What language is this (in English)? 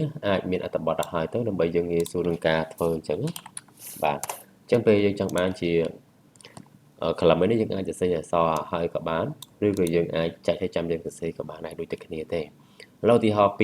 Khmer